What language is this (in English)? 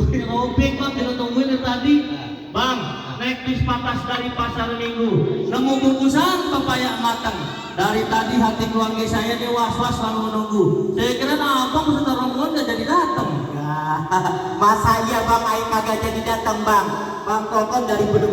Betawi